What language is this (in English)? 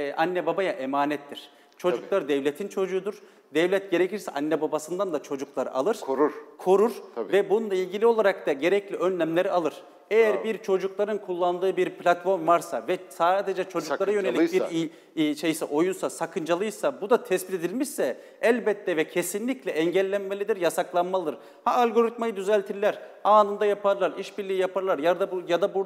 Turkish